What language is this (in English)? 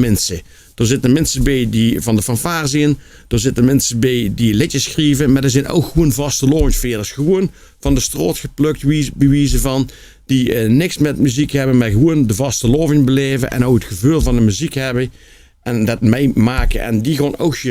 Limburgish